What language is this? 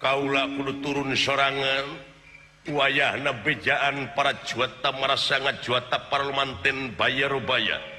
Sundanese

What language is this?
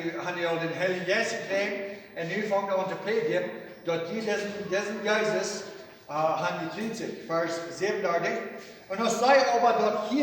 Plautdietsch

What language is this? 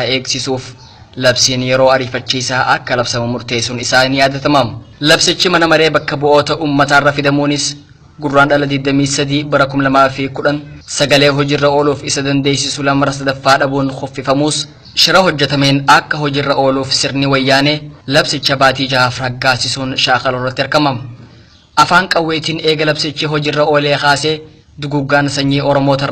Oromo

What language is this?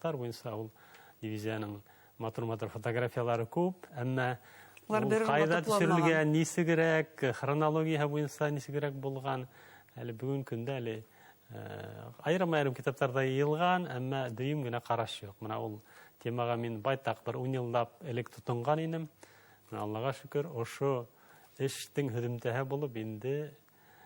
Bashkir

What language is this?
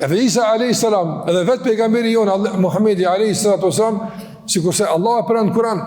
Albanian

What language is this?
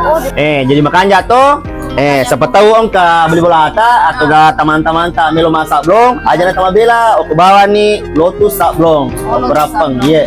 Buginese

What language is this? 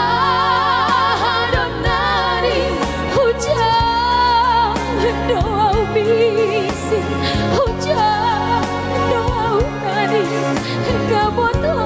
Batak Simalungun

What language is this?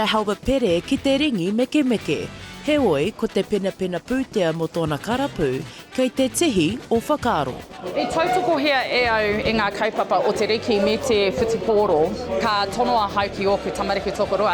Māori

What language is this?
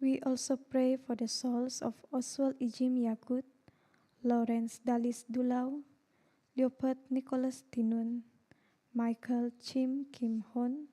Central Dusun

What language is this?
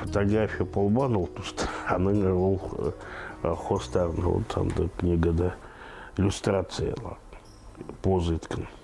Khakas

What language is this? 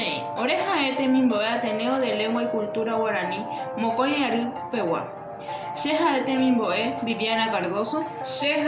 Guarani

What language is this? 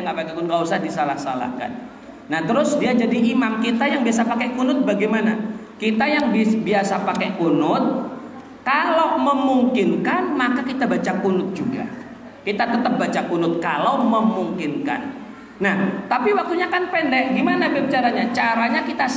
Indonesian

